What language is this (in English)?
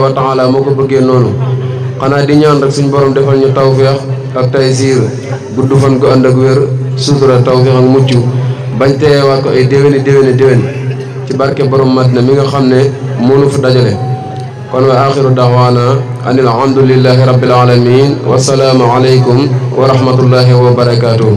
Wolof